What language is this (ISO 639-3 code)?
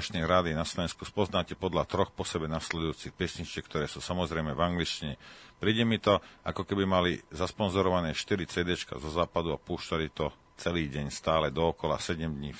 slk